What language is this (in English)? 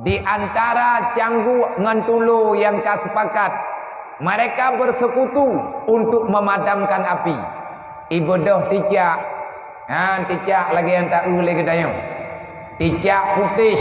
Achinese